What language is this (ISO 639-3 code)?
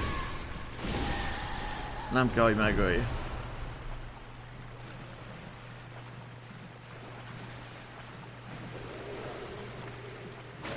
hun